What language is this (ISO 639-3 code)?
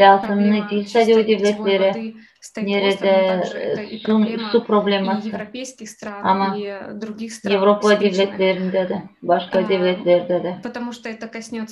gag